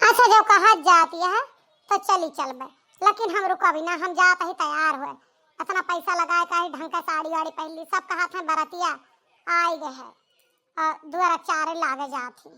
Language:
Awadhi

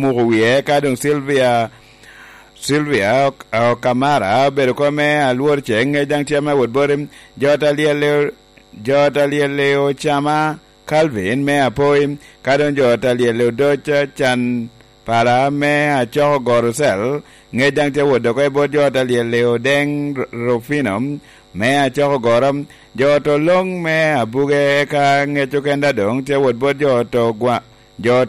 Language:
Lango (Uganda)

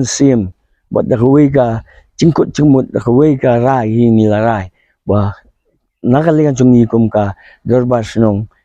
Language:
Khasi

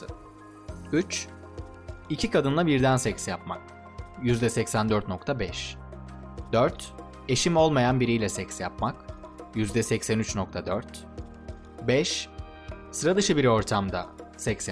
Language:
Turkish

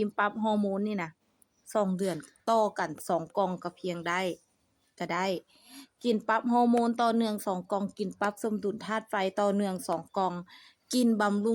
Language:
Lao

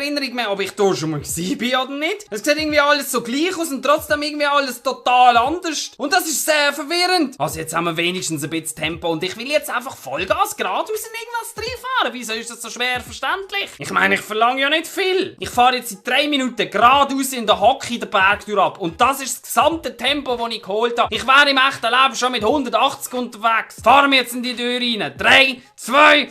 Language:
Swiss German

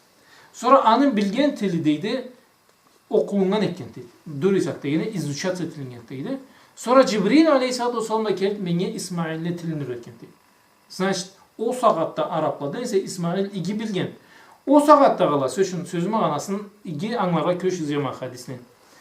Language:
Karachay-Balkar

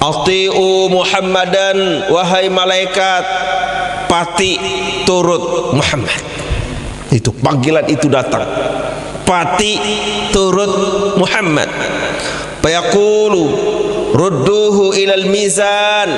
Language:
Sasak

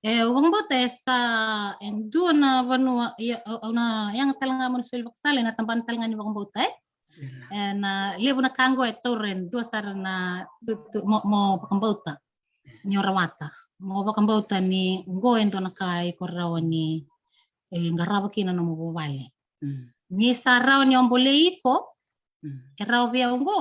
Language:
Fijian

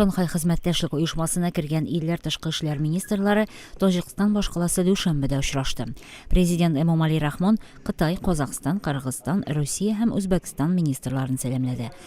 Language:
Tatar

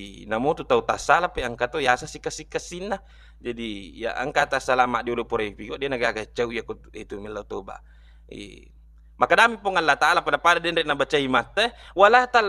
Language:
Buginese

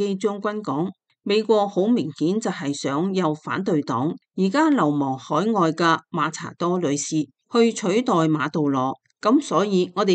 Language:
Cantonese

